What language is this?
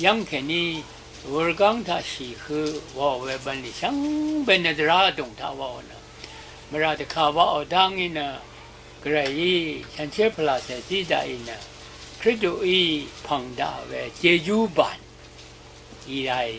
Rawang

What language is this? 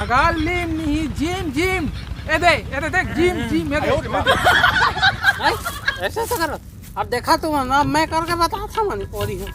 Chhattisgarhi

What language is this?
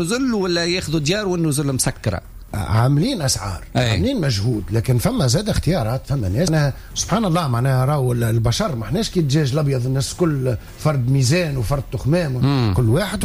Tunisian Arabic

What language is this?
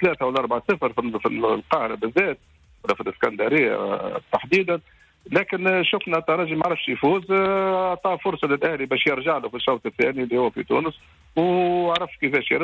Tunisian Arabic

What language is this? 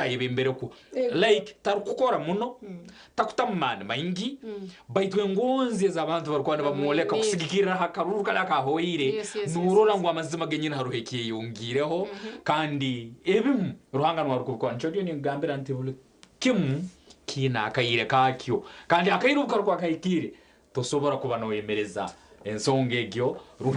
Nyankole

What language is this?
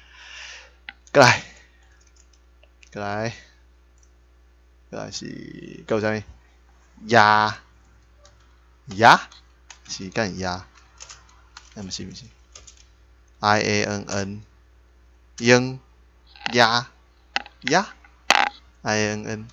Min Nan Chinese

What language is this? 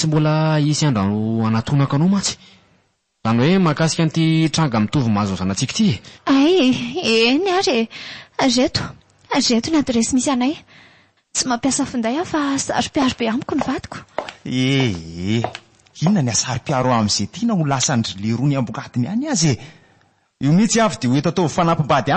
Malagasy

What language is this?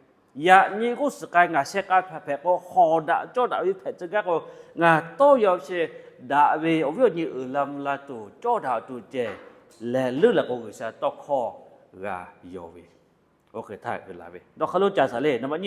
Lahu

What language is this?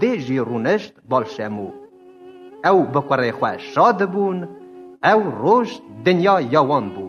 Kurdish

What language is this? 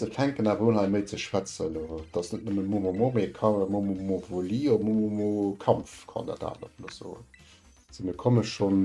Luxembourgish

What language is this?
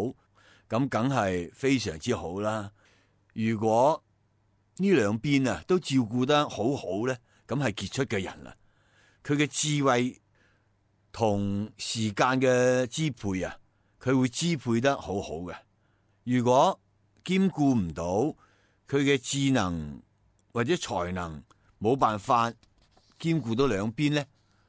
Cantonese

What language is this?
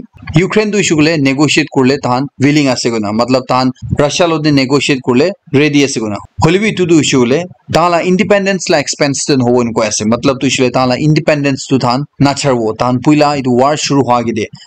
Naga Pidgin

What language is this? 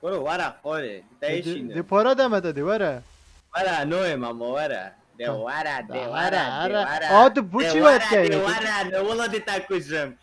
Kurdish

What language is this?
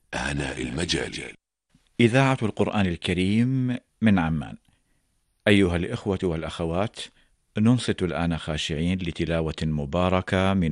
Arabic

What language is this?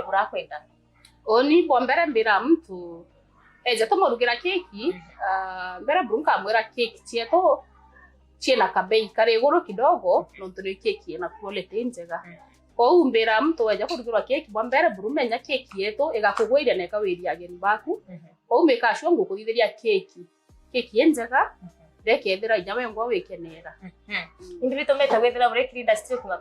Meru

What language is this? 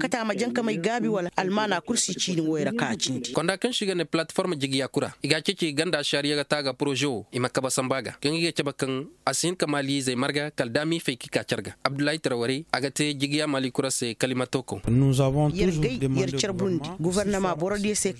Koyraboro Senni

